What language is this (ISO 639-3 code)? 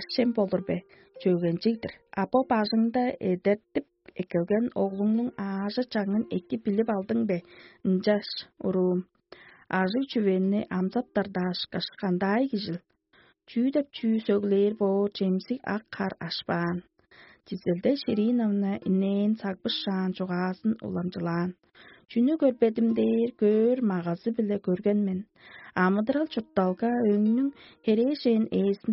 tyv